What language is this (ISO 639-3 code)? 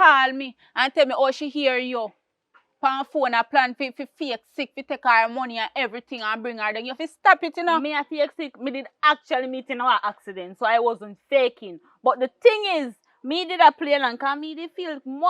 jam